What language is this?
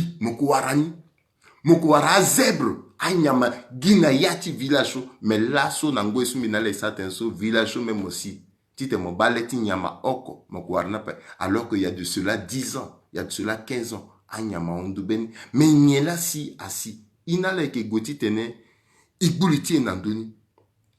Sango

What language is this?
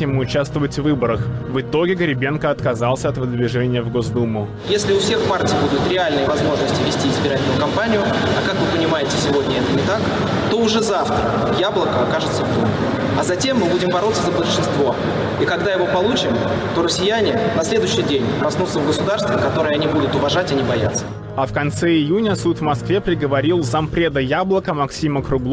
Russian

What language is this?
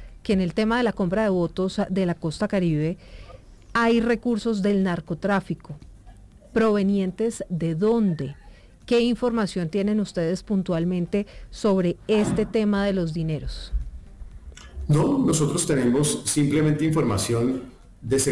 Spanish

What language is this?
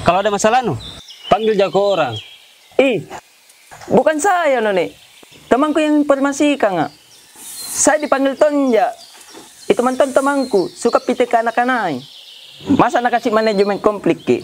Makassar Malay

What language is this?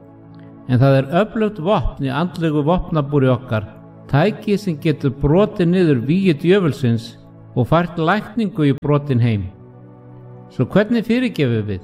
Icelandic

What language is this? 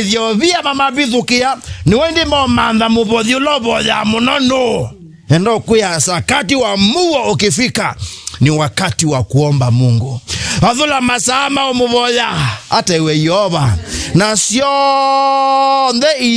Kamba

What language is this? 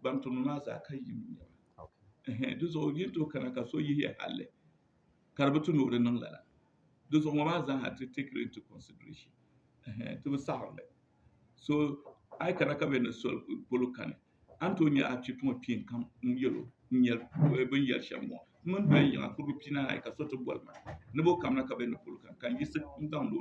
Dagbani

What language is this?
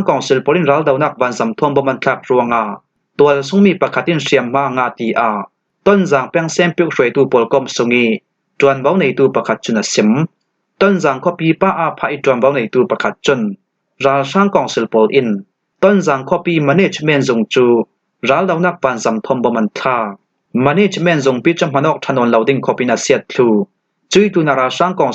Falam Chin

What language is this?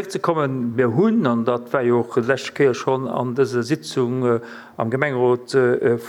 Luxembourgish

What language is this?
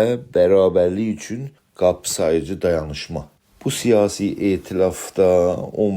South Azerbaijani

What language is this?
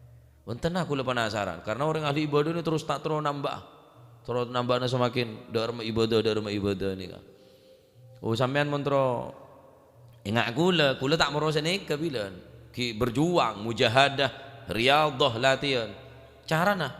Madurese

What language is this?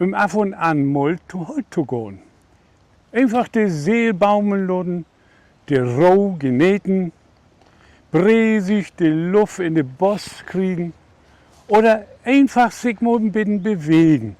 Low German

